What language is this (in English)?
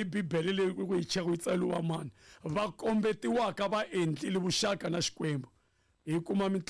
Tsonga